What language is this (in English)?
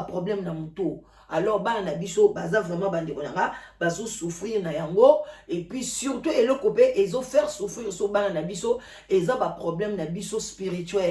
Lingala